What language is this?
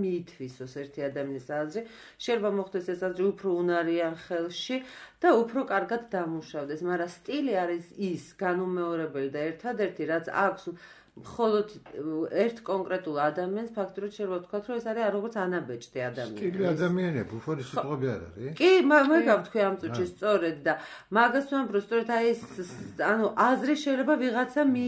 Georgian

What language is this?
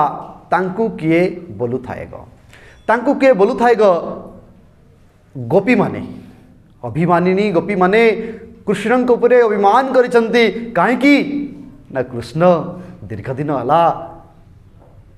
Odia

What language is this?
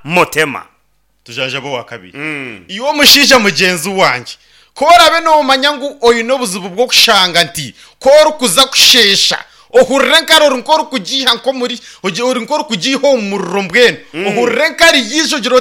Nyankole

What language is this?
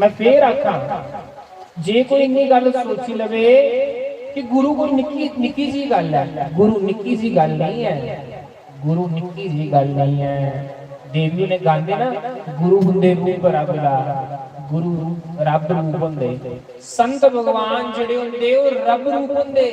Dogri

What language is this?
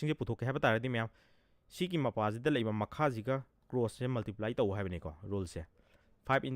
Manipuri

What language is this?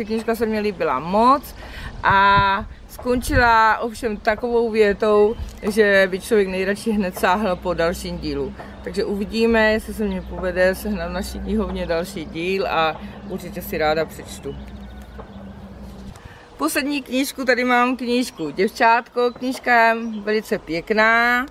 Czech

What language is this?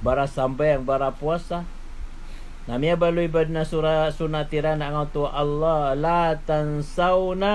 Maranao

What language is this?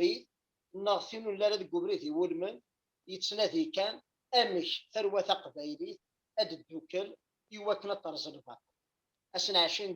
Kabyle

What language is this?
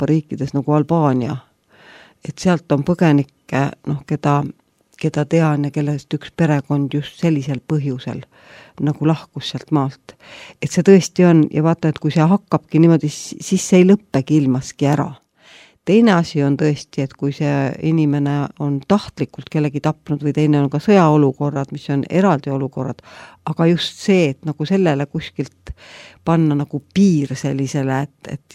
Estonian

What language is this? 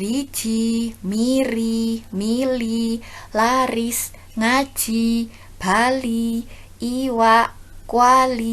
Javanese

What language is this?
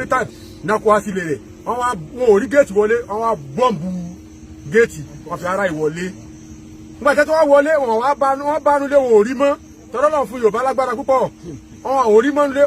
Yoruba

